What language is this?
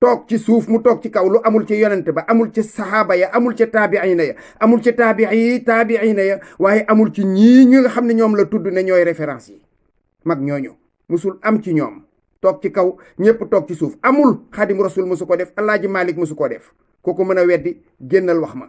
Wolof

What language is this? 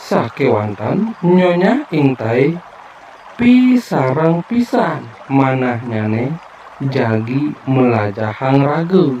Balinese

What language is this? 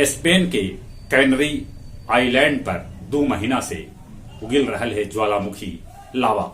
Magahi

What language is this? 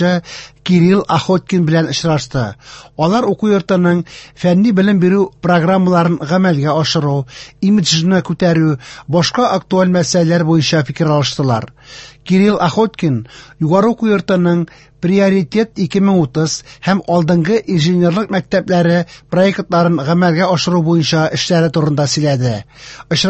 Tatar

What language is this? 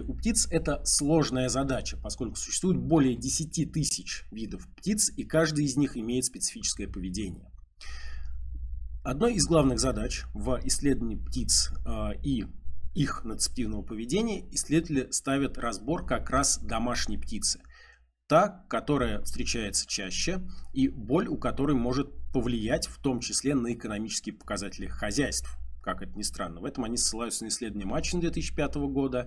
Russian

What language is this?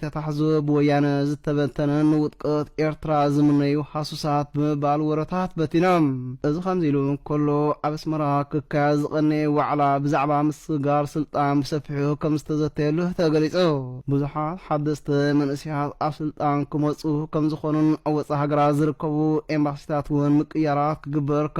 Tigrinya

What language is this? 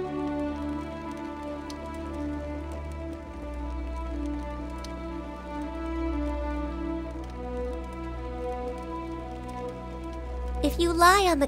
English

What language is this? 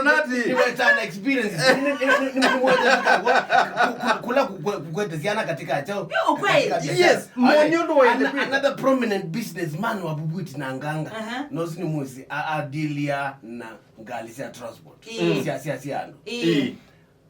Kamba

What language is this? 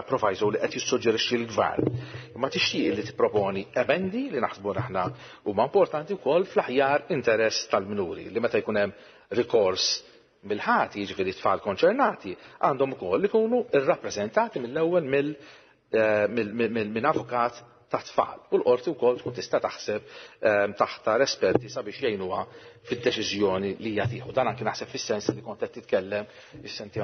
Maltese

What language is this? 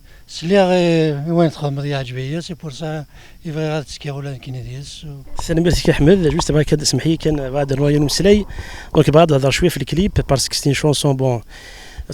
Kabyle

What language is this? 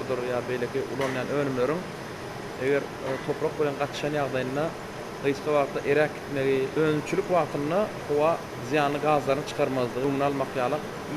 Turkmen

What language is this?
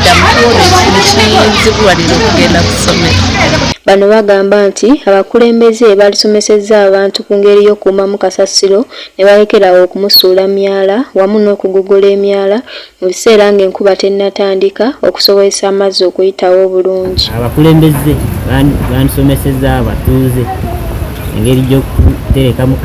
Ganda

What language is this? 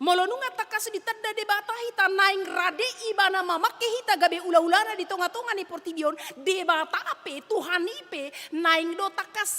Batak Toba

